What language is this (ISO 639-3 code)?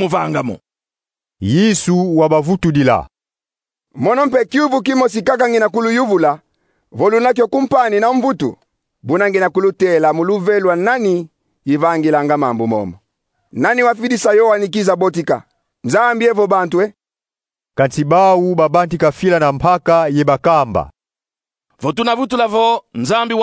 kon